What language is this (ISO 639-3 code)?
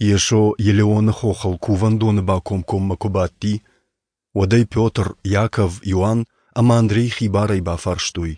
oss